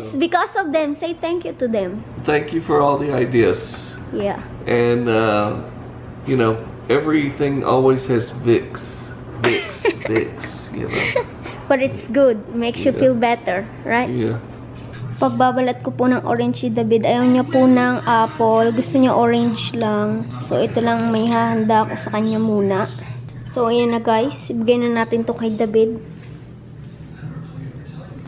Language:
Filipino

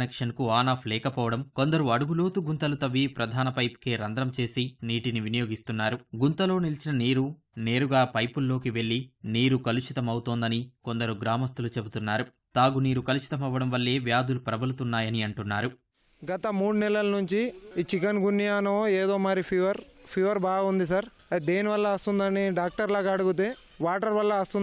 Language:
Telugu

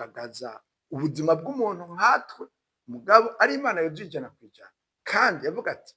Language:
Rundi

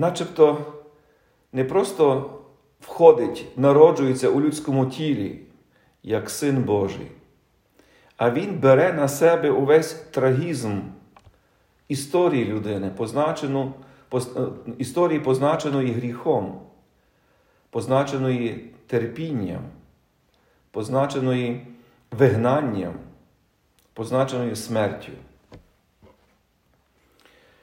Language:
Ukrainian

